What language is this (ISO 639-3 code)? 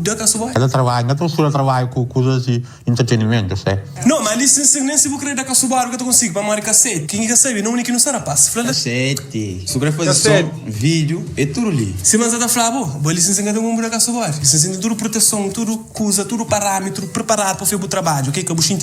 kea